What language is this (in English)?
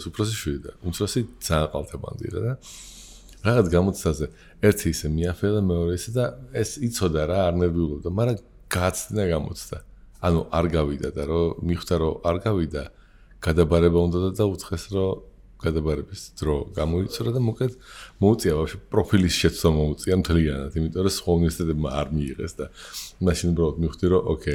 Georgian